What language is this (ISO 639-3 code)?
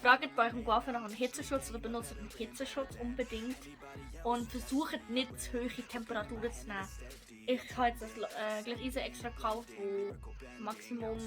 gsw